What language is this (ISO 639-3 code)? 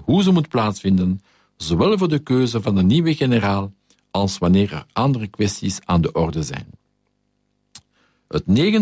nld